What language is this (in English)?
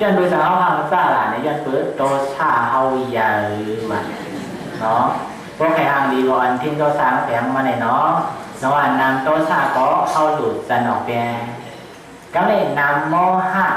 Shan